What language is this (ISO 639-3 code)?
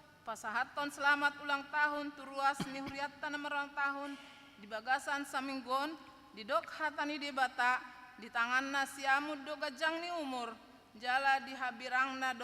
bbc